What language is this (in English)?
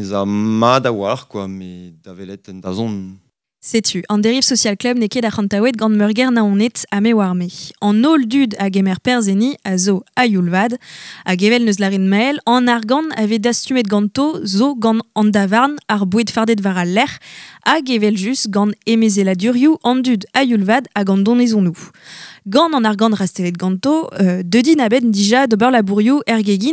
Breton